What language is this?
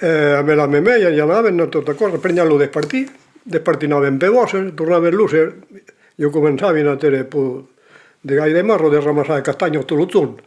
Occitan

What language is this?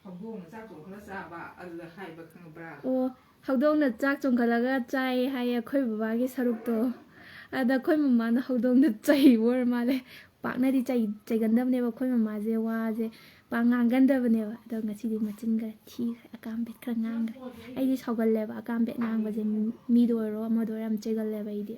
Manipuri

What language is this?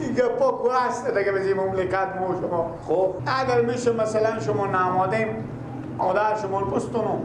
Persian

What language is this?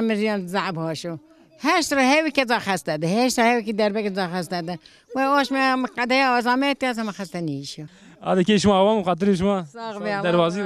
Zaza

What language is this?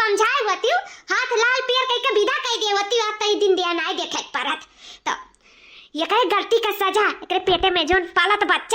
Awadhi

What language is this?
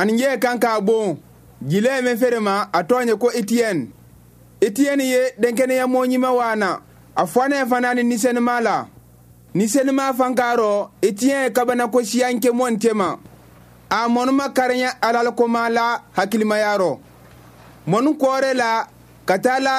Bambara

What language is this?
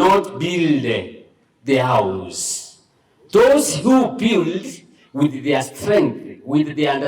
Gusii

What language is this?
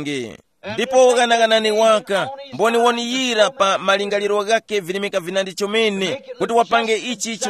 Tumbuka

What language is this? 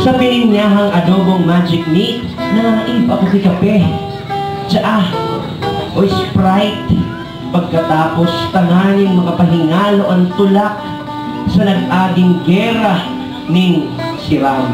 Bikol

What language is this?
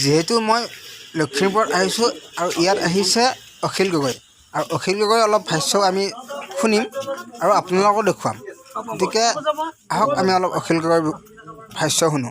Assamese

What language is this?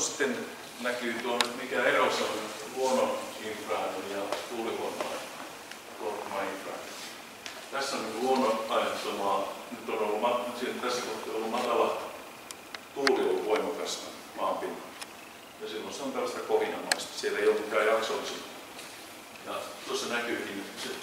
Finnish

